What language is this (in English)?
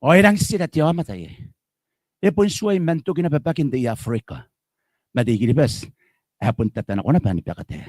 Gilbertese